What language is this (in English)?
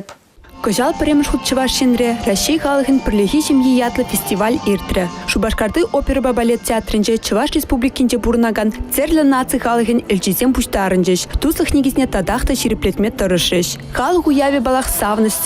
Chuvash